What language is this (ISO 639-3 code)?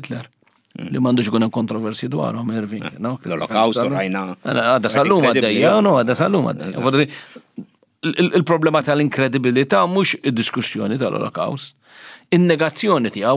mlt